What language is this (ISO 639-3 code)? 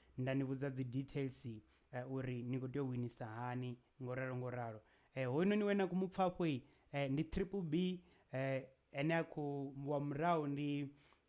ven